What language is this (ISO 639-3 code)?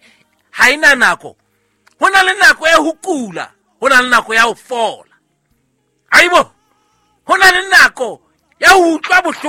sot